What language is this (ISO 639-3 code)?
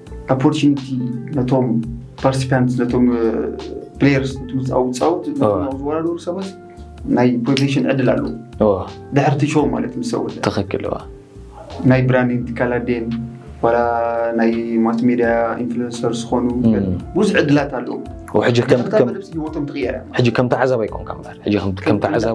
tir